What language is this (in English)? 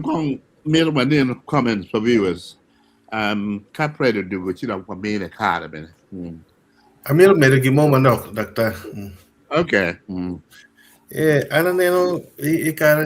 Acoli